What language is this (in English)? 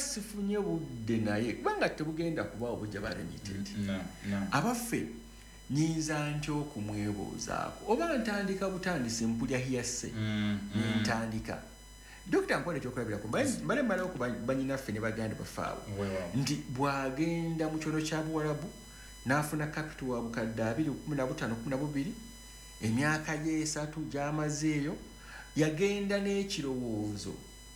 Ganda